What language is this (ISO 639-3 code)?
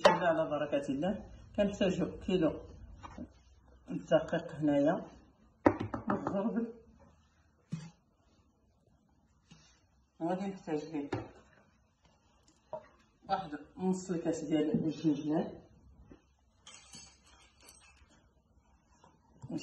ary